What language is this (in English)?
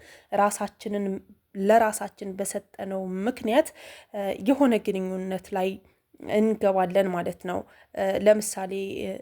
Amharic